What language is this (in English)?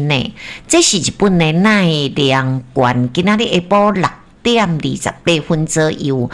Min Nan Chinese